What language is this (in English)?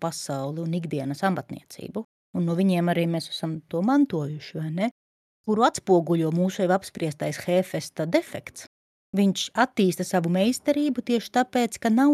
Latvian